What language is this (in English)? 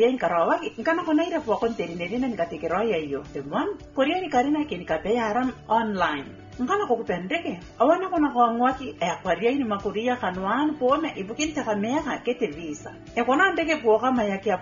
Gilbertese